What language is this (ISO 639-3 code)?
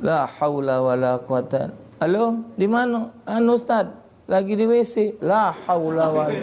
mui